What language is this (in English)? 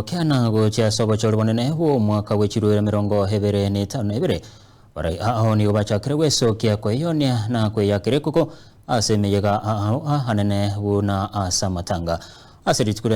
Gusii